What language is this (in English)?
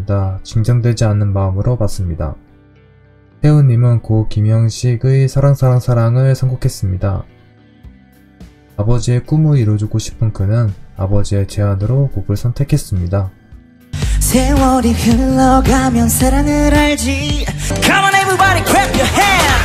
Korean